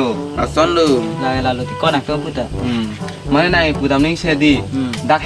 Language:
Karbi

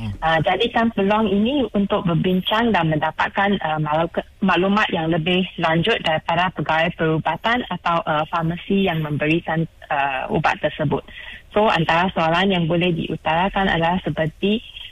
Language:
Malay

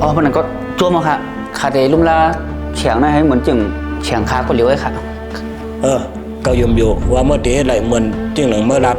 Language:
Shan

